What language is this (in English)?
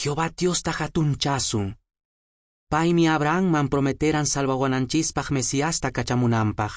Quechua